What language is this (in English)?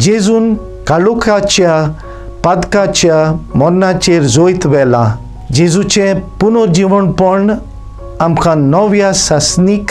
Konkani